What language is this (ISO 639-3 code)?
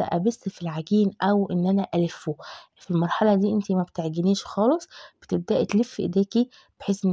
arz